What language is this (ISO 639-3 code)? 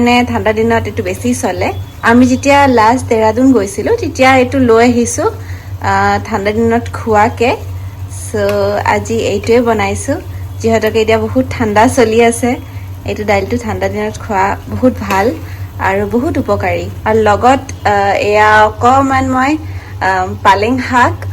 asm